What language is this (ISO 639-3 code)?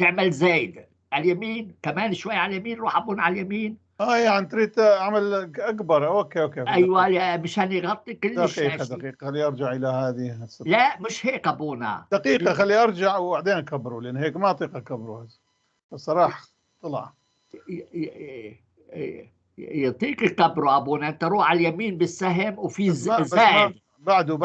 apc